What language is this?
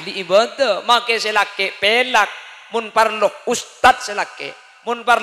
Madurese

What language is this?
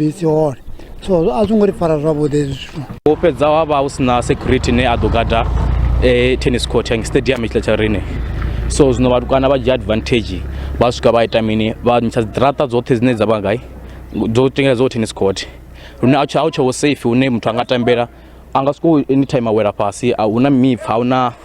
Venda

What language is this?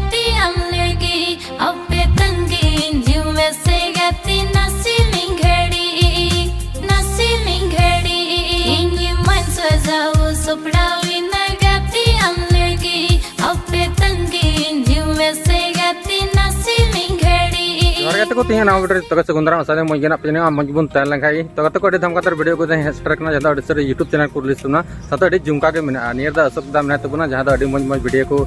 Santali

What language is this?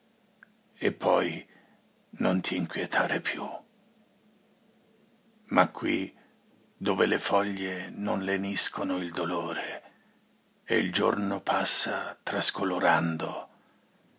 Italian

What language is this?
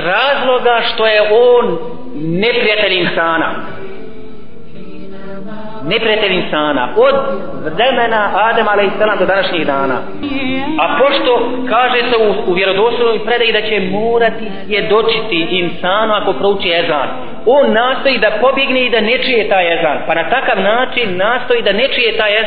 Bosnian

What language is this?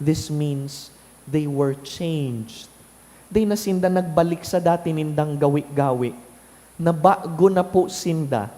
Bikol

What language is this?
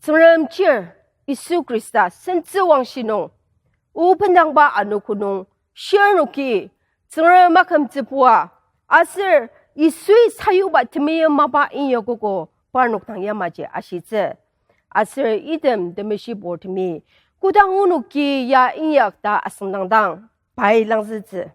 Ao Naga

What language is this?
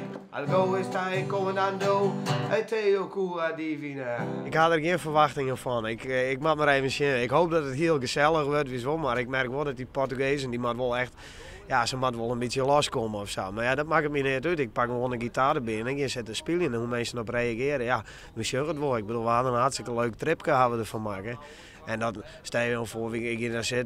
Western Frisian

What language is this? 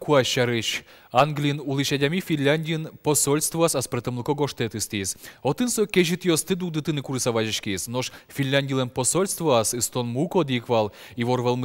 Udmurt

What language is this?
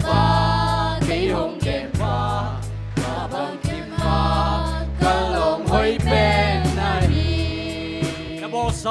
Tedim Chin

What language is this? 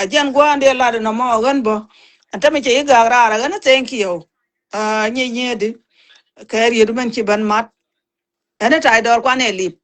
Nuer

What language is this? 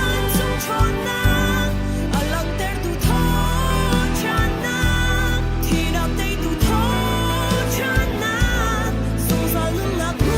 Hakha Chin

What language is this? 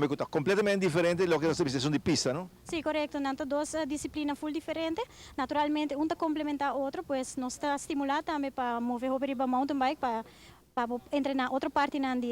Papiamento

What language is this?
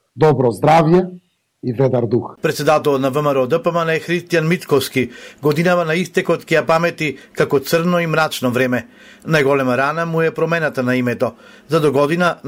Macedonian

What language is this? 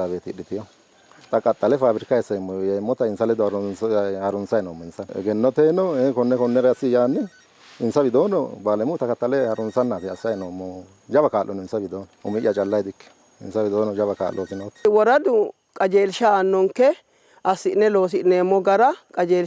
Sidamo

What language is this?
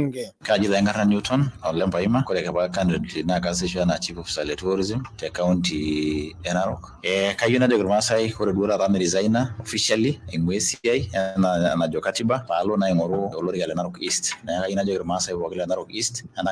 Masai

